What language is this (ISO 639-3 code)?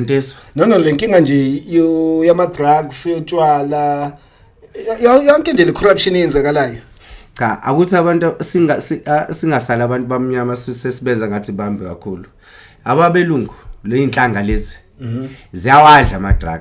zul